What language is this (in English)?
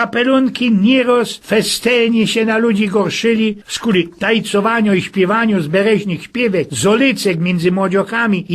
Silesian